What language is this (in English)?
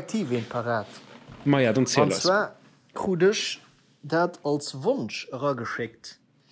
Luxembourgish